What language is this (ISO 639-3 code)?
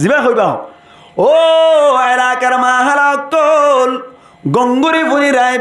rhg